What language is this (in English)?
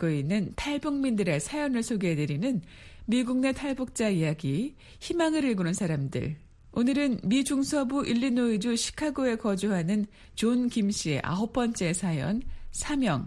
Korean